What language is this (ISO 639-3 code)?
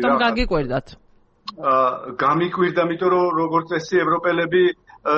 kat